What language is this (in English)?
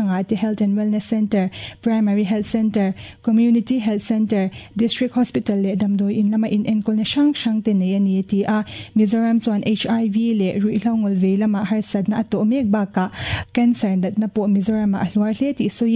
Mizo